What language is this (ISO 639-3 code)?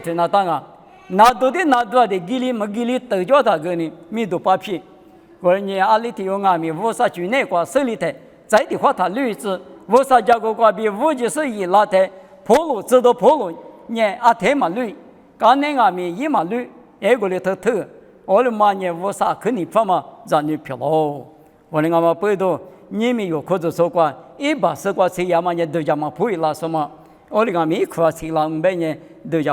lis